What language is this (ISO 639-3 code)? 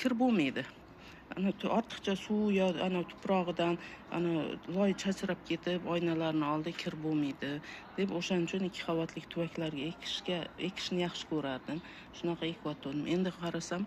uzb